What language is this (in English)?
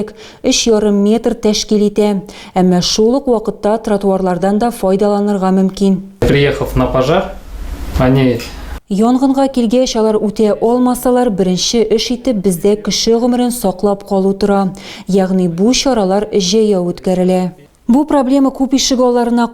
Tatar